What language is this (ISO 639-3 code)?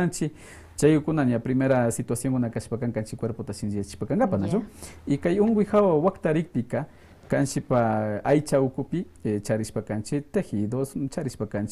que